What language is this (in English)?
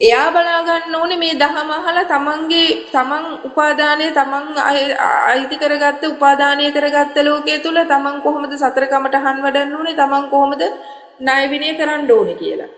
Sinhala